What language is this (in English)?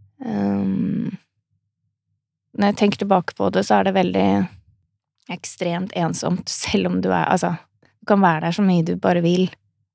Norwegian